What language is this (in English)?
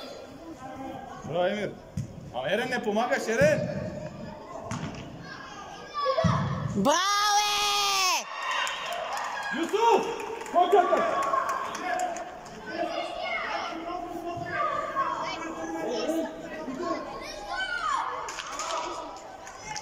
Bulgarian